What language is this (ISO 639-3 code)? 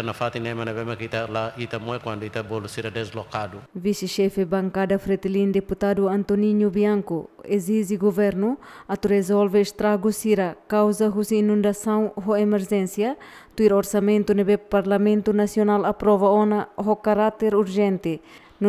tet